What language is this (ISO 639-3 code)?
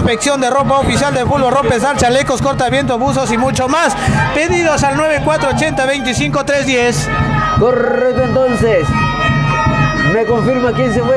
spa